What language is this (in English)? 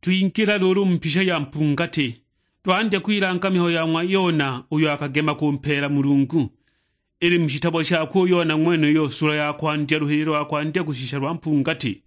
Sukuma